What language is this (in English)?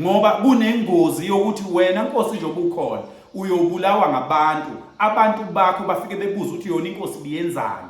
Zulu